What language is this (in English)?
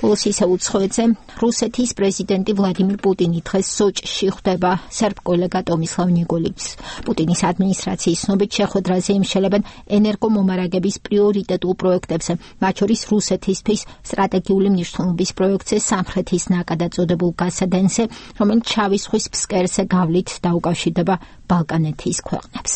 Georgian